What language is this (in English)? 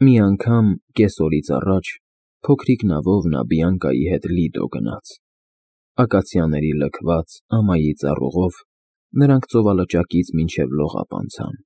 Armenian